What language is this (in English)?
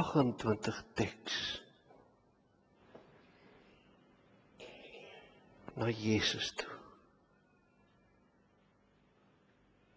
Afrikaans